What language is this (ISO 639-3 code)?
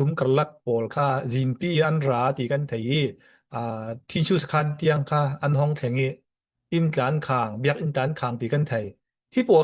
cfm